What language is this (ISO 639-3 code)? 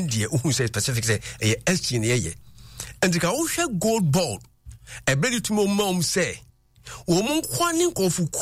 aka